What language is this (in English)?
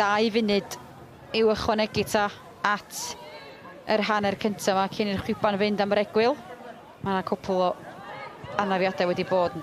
Welsh